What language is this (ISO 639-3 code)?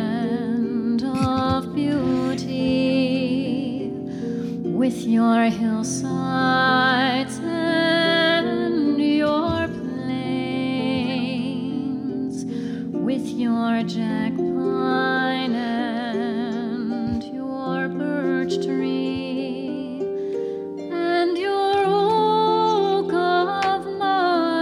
eng